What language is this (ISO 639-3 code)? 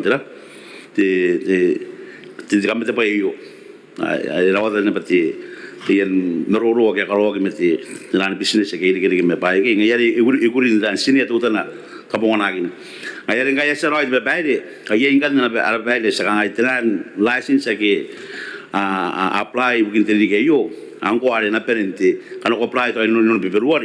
gil